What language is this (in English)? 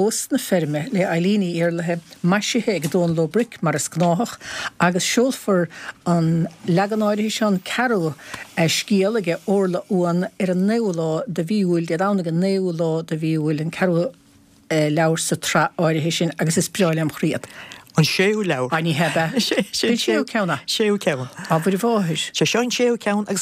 Irish